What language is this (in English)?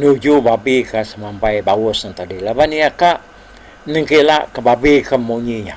Iban